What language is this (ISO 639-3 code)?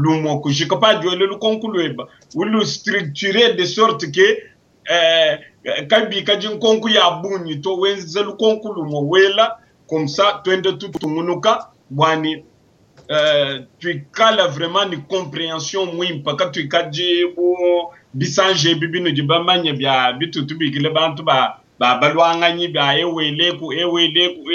lua